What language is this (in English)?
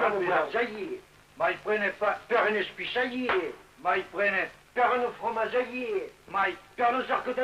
Occitan